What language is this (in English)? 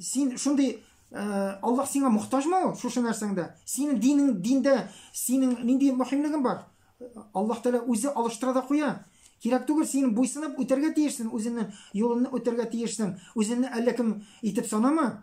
Tatar